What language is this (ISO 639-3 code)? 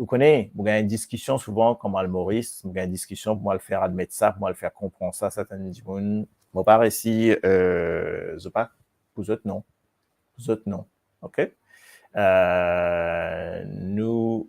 mfe